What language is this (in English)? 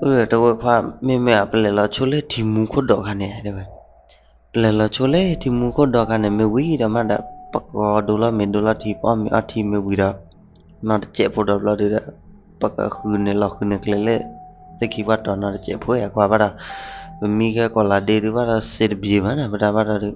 S'gaw Karen